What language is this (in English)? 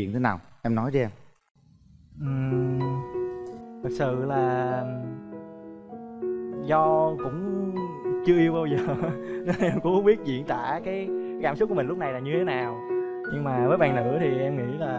Vietnamese